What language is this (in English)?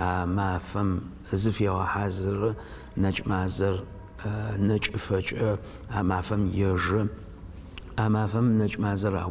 Adyghe